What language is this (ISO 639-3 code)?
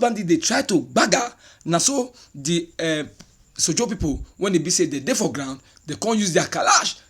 pcm